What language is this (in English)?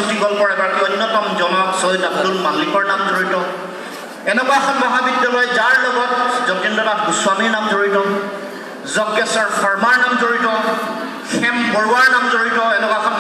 Assamese